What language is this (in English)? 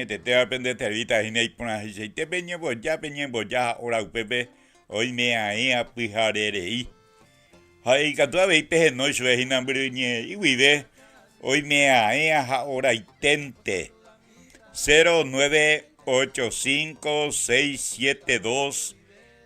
Guarani